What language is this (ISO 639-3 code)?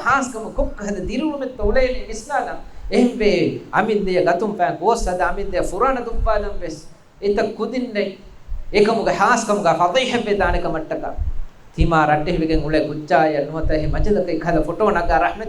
div